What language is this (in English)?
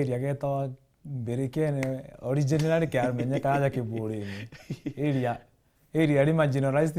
Meru